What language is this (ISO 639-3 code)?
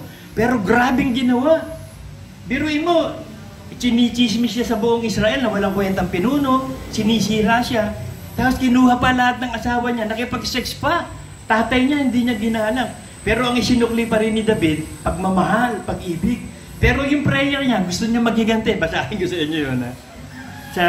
fil